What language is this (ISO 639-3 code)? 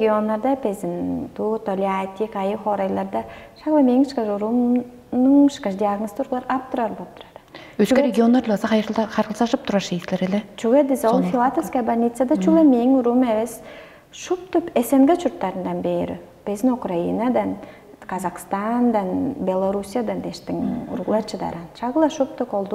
tyv